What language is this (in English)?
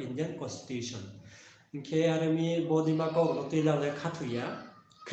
Riang (India)